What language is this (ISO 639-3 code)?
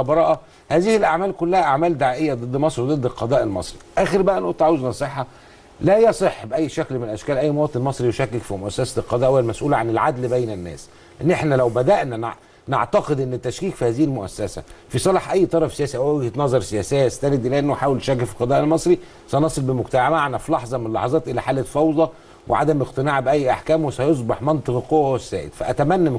arz